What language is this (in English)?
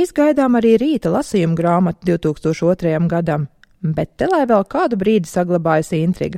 Latvian